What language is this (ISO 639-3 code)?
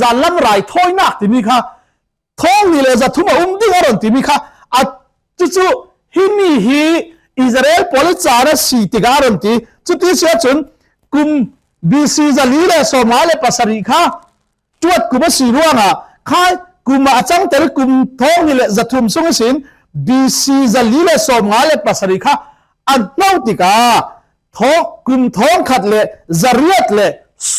cfm